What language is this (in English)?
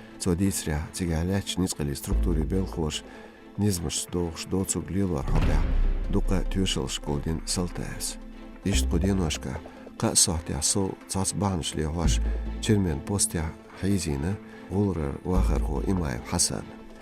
Chechen